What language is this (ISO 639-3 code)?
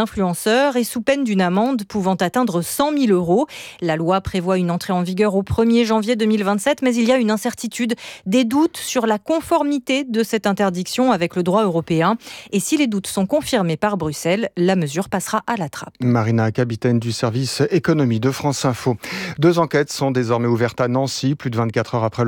fra